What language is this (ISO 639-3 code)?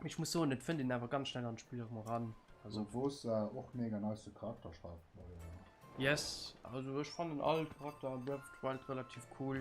ltz